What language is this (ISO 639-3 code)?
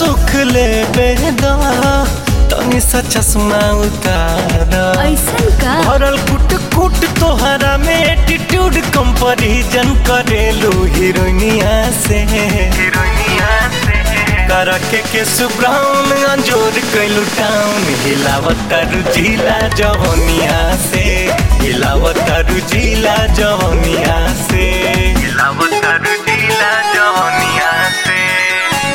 bho